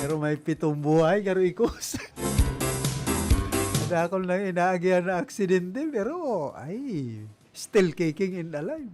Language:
Bikol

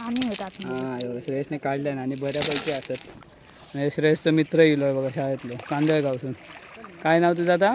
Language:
Konkani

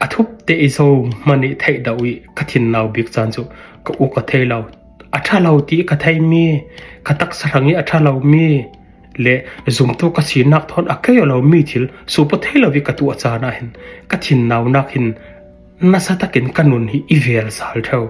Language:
Falam Chin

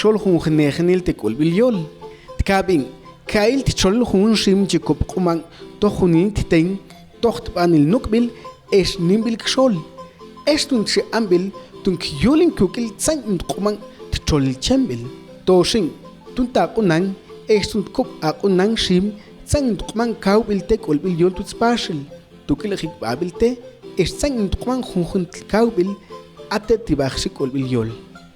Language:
Mam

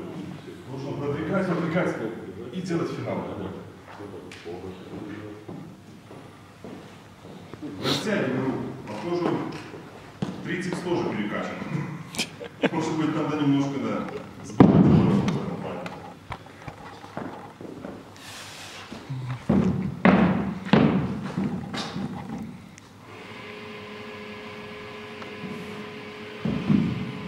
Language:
Russian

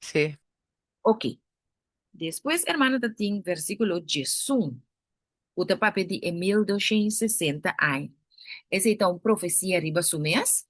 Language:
Papiamento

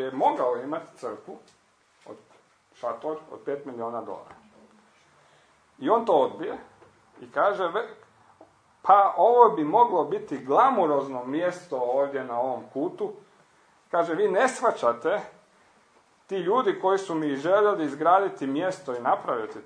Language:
Croatian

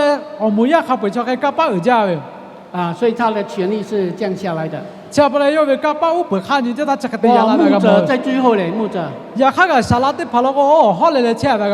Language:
Lahu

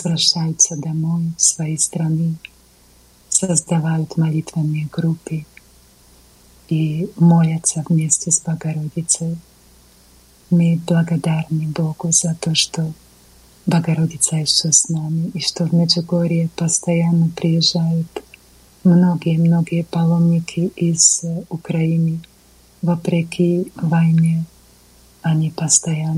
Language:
Russian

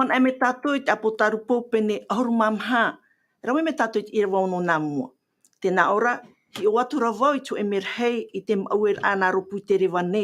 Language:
Tahitian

